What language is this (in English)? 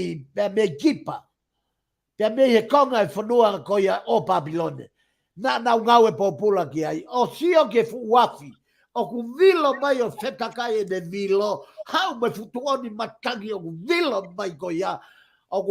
Tongan